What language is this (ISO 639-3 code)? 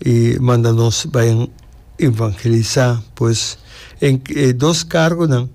pap